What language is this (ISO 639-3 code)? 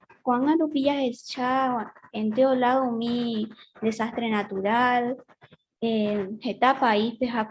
grn